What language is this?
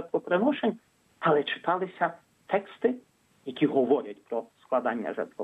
Ukrainian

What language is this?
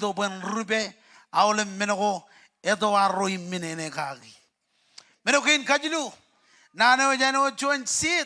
Marshallese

